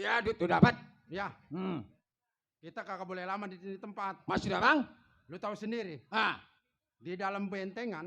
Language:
Betawi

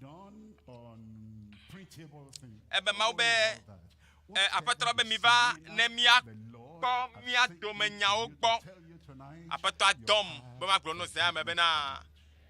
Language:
Ewe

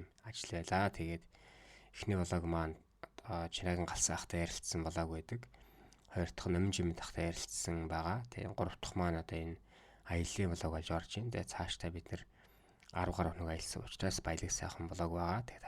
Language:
Mongolian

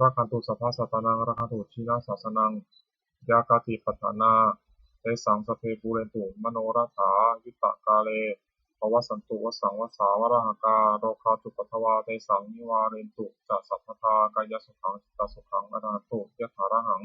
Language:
Pali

